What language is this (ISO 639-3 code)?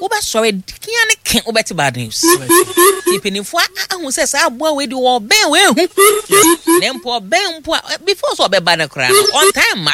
aka